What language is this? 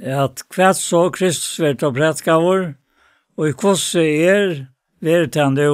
Faroese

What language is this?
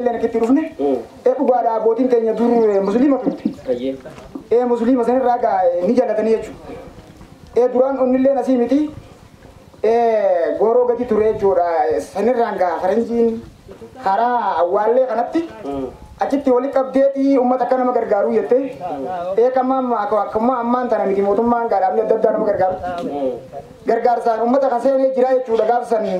Oromo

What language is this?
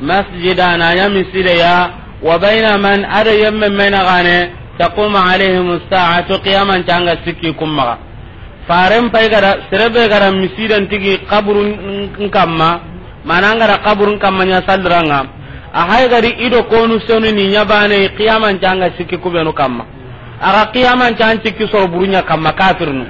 Soninke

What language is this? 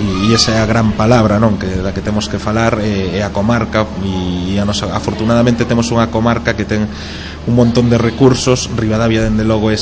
Galician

